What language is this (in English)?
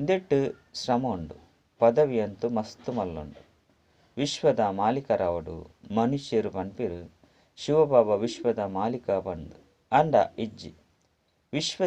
Tulu